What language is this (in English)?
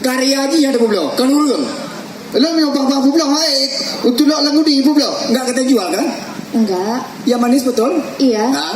Achinese